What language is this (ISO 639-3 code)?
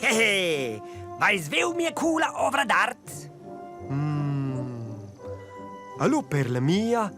roh